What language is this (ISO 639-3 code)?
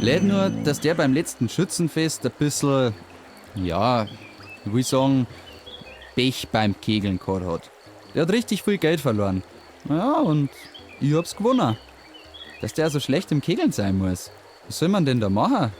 bar